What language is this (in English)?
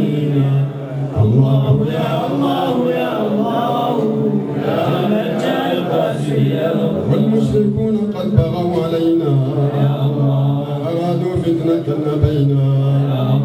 Arabic